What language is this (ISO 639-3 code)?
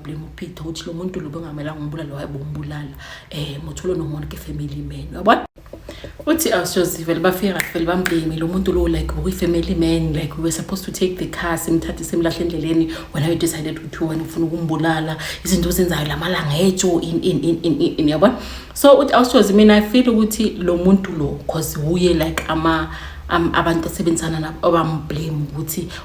zul